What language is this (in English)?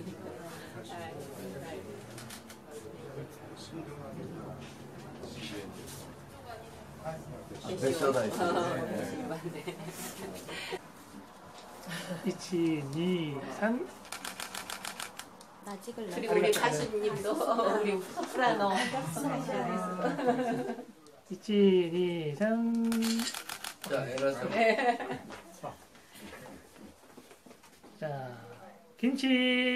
Japanese